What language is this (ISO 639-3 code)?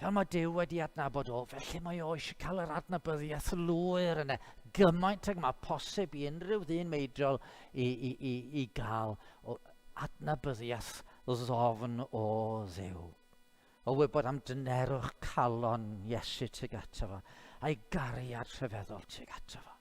cym